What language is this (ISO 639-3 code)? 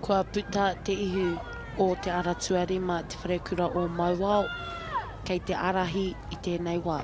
mri